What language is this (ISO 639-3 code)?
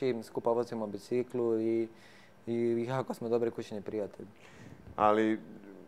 hrv